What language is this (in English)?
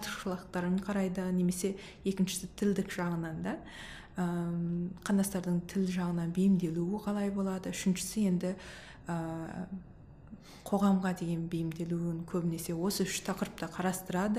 Kazakh